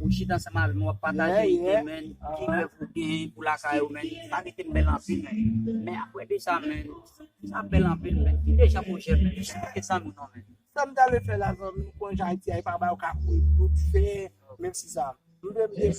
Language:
Haitian Creole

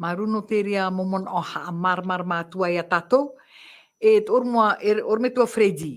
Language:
Tahitian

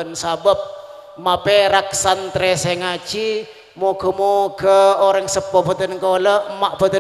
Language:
Madurese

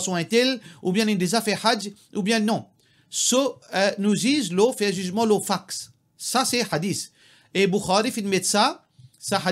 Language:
Morisyen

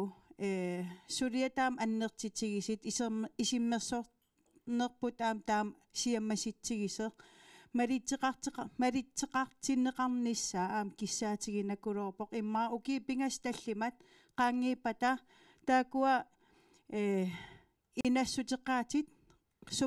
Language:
Kalaallisut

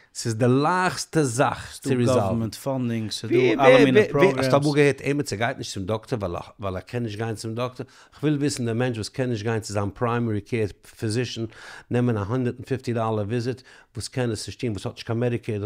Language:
Yiddish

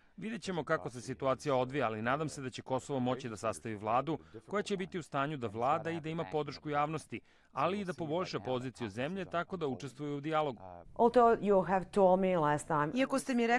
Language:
Serbian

